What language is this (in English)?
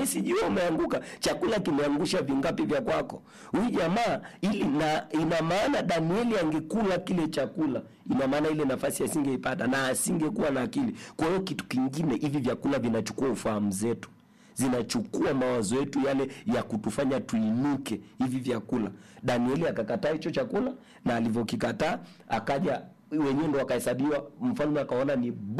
Swahili